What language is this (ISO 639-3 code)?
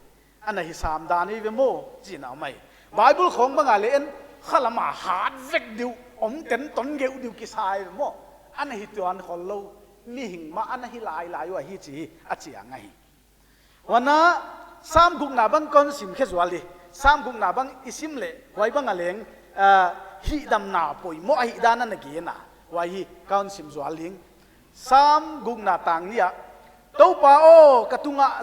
pck